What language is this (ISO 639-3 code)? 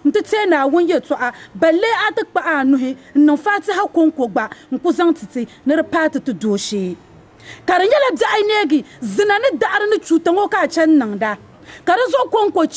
dag